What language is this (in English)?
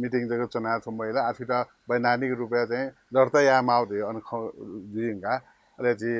Newari